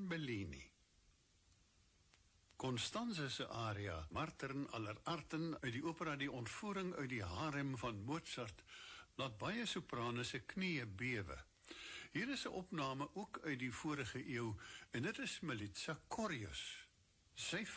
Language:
Afrikaans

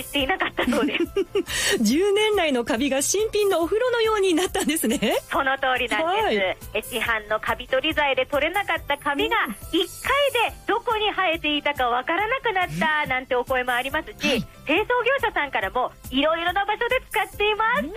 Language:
Japanese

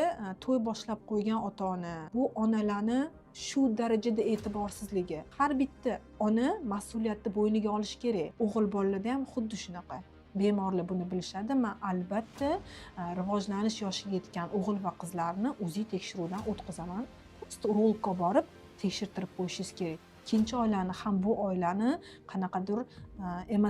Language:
Uzbek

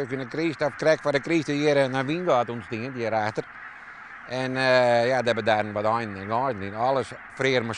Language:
Western Frisian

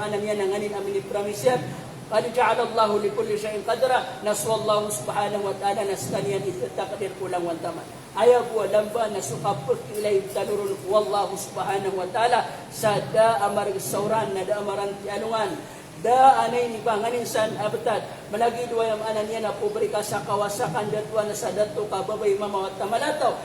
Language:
Maranao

